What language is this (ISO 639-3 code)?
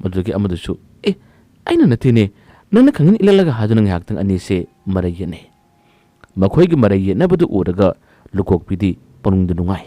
mni